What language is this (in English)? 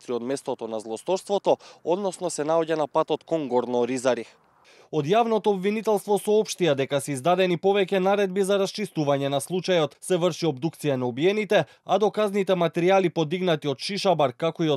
Macedonian